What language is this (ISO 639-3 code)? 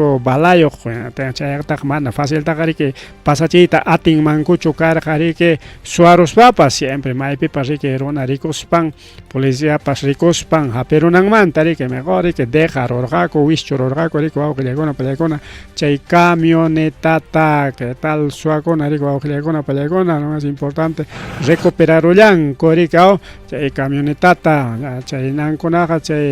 quy